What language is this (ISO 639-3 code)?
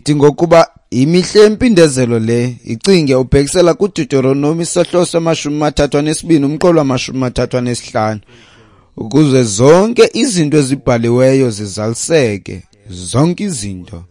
xho